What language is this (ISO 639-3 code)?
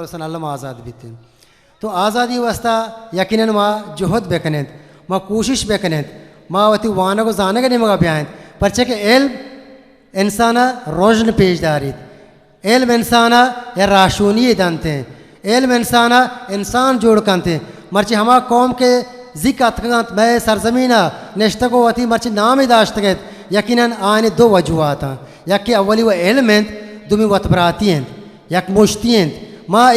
bgp